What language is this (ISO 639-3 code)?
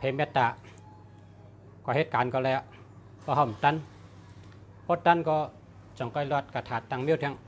shn